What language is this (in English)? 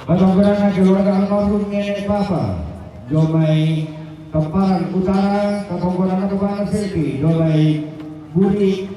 Toraja-Sa'dan